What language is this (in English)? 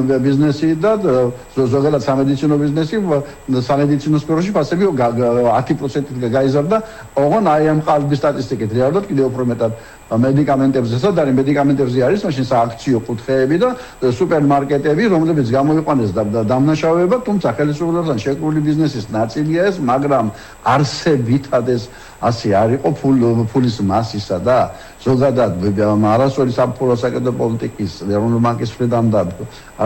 Georgian